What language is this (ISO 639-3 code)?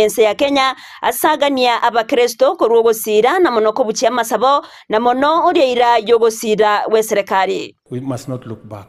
guz